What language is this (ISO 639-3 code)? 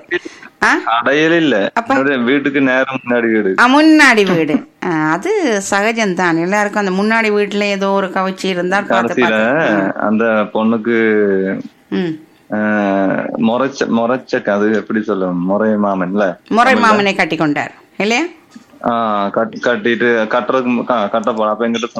tam